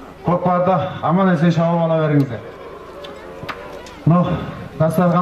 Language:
Kazakh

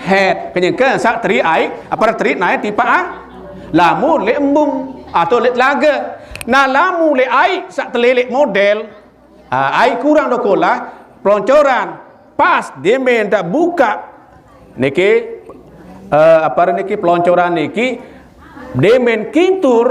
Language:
Sasak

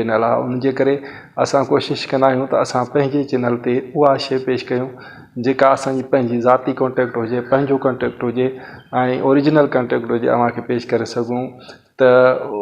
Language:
Sindhi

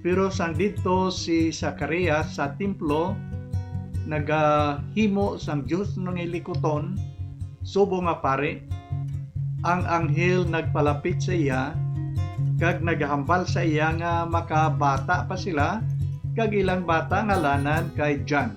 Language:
Hiligaynon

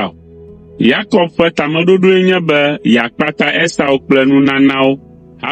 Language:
Ewe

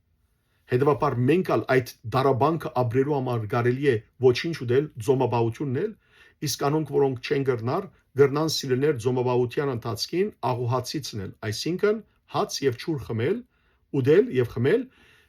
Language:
Western Armenian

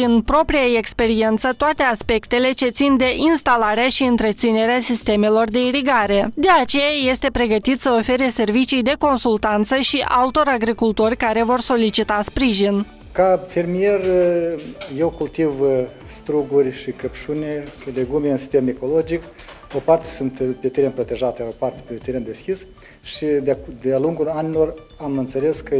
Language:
Romanian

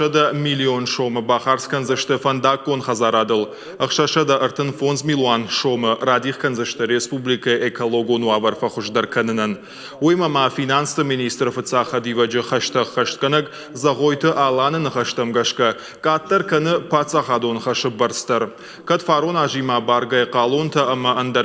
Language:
Ossetic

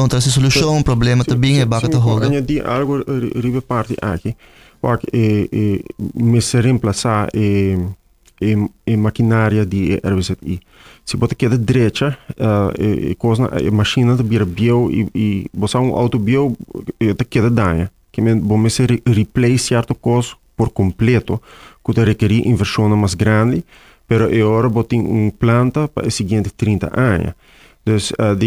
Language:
Papiamento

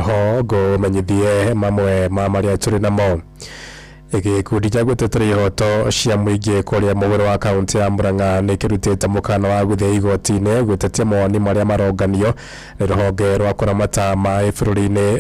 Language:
Kikuyu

